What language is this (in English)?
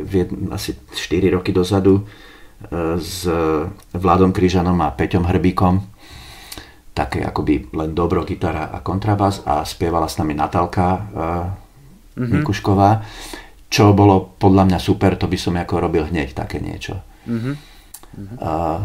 Slovak